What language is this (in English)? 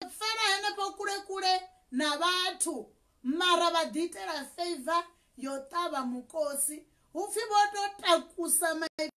Venda